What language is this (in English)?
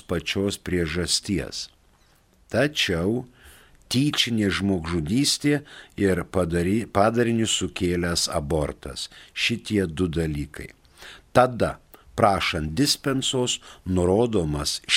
Lithuanian